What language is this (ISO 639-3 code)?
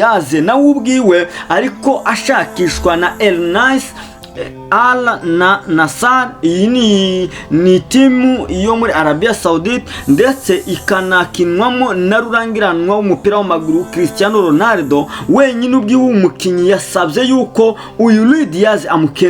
run